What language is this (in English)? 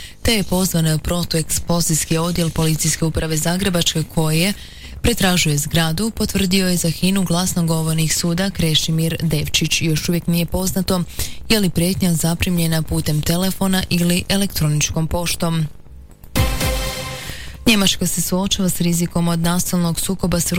Croatian